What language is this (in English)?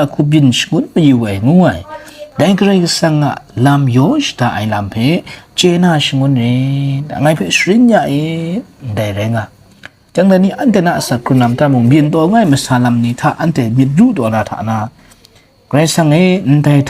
Kachin